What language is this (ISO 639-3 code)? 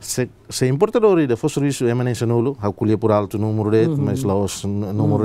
tet